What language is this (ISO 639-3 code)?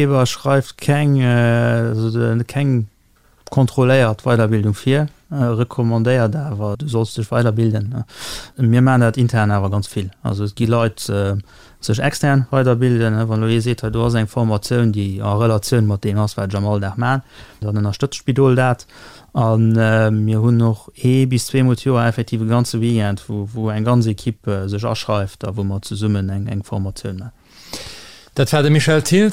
ltz